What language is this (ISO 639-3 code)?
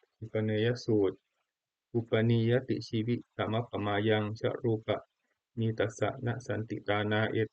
pli